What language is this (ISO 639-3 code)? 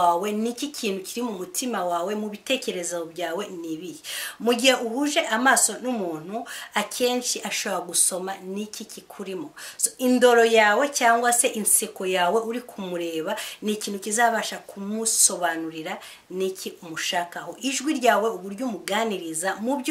kin